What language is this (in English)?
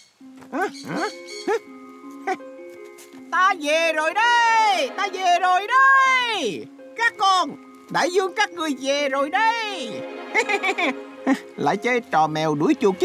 Vietnamese